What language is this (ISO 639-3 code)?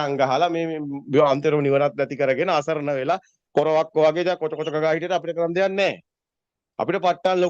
sin